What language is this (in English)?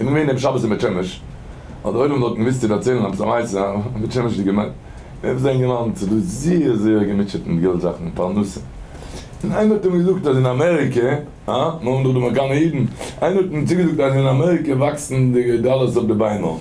Yiddish